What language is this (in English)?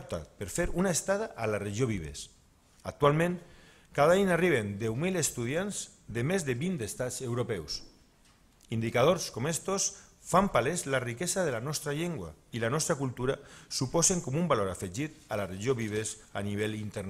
Catalan